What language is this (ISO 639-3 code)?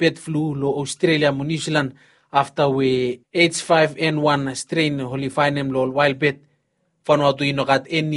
bis